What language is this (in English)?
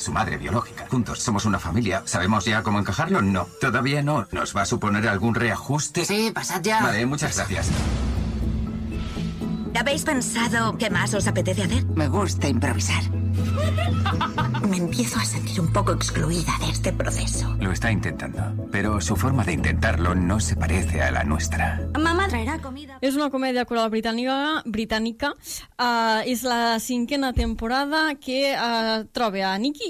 Catalan